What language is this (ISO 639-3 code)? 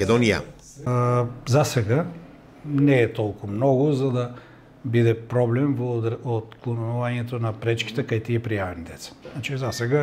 mkd